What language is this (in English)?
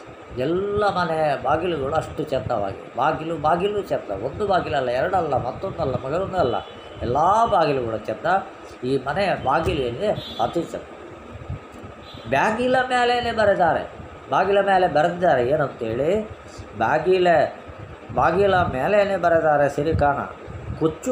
Kannada